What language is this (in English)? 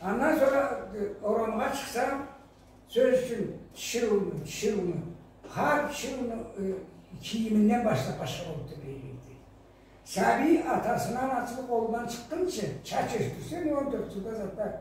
Karachay-Balkar